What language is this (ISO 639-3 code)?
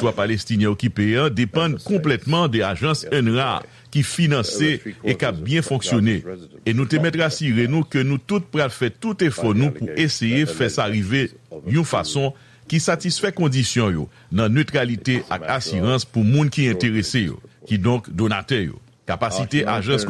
hat